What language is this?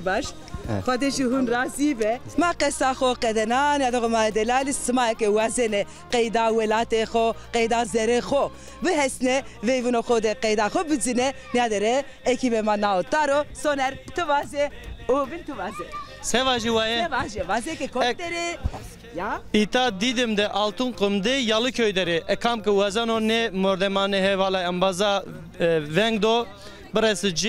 Zaza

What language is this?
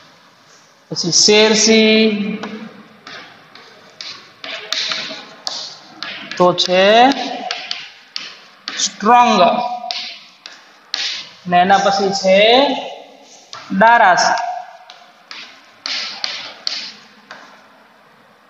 Gujarati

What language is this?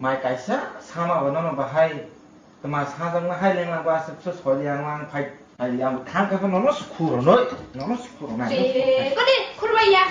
Kok Borok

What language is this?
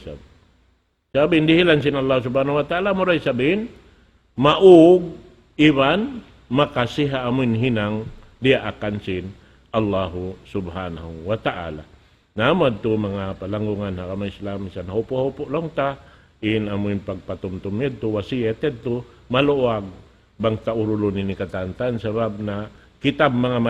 Tausug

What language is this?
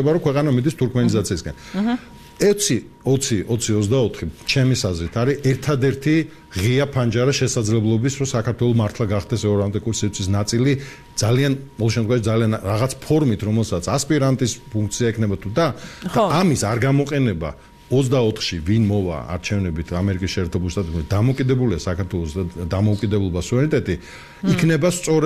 Georgian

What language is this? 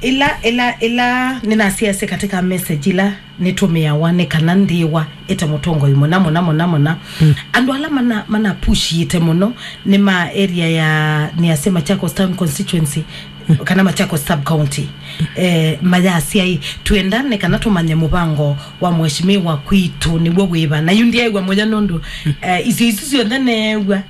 Kamba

